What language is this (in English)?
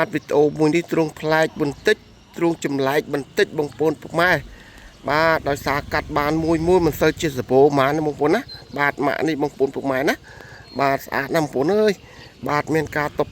Khmer